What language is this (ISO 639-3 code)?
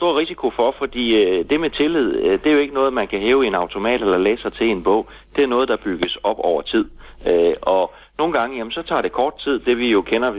dan